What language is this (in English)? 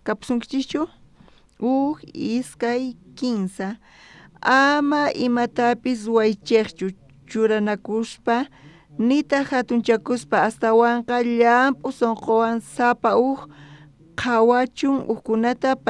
South Bolivian Quechua